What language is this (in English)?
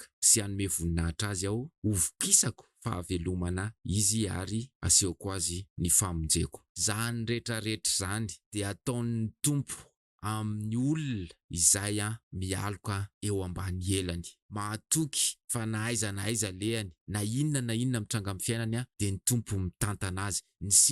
Malagasy